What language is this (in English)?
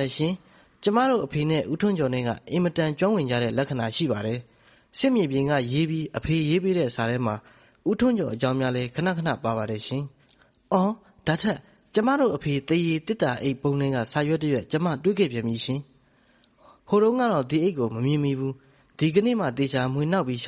Burmese